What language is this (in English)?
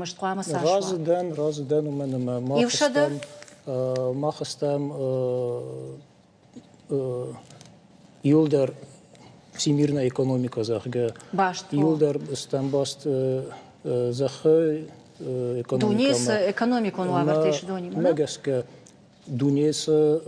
Ossetic